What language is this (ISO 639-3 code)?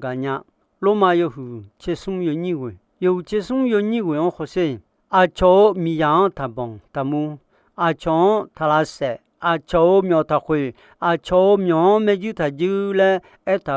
ahk